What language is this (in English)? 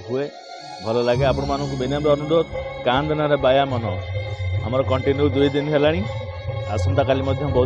Odia